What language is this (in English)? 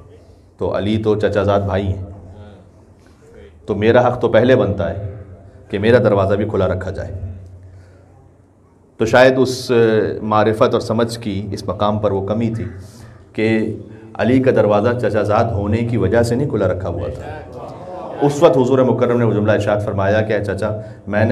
Urdu